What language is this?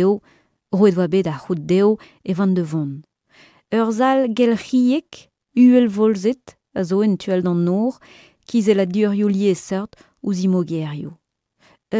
Breton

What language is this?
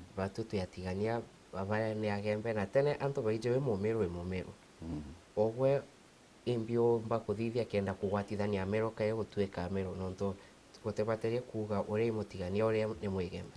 Meru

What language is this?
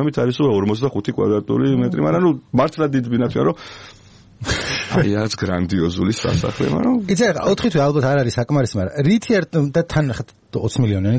Georgian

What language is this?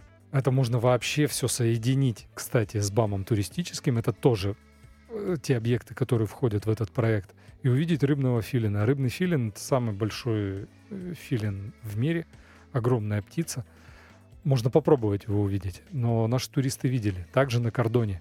Russian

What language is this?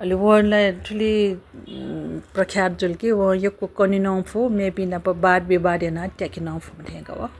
Newari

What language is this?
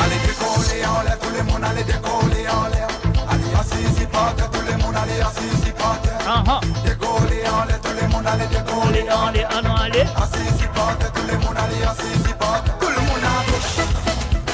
Morisyen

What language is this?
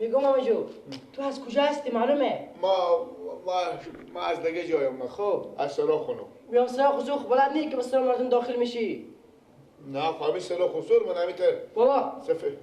Persian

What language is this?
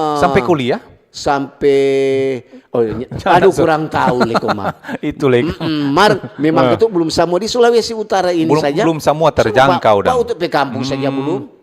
Manado Malay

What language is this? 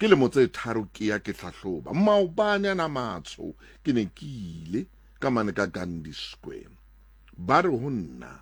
Southern Sotho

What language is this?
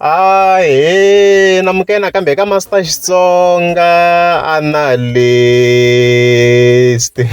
Tsonga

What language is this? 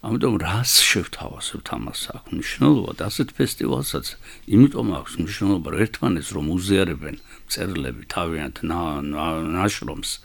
Georgian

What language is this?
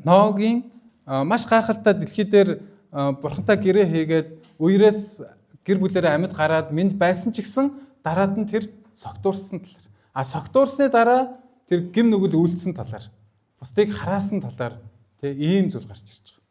Mongolian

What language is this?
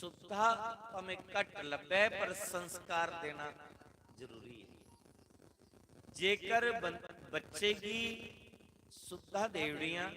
Dogri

